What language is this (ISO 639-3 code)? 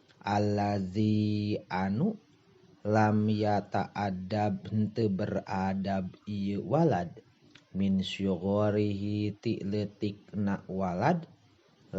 sun